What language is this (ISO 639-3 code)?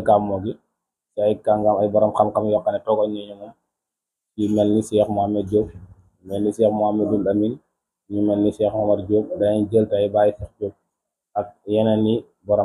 wol